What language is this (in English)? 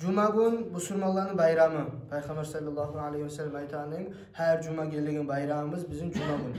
Kumyk